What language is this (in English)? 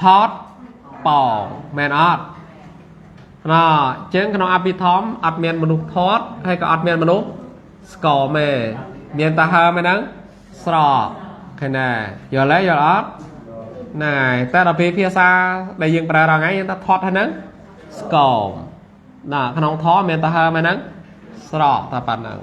Khmer